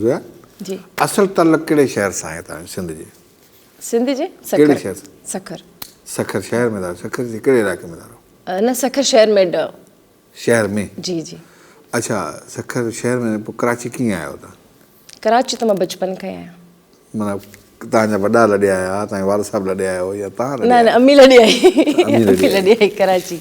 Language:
Sindhi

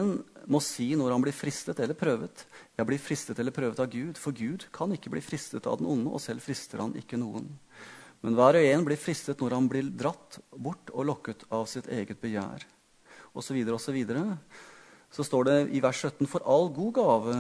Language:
Norwegian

